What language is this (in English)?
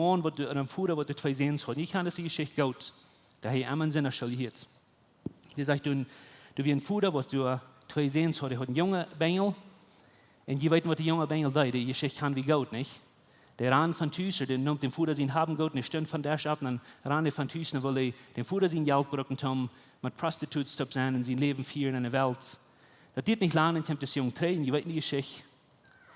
Plautdietsch